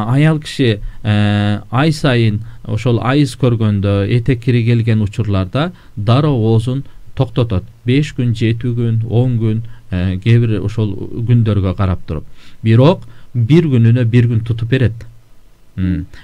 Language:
Kyrgyz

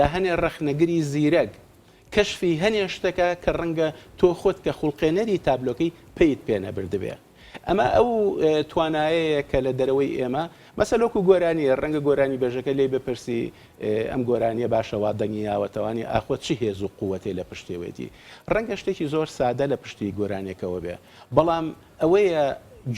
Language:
Central Kurdish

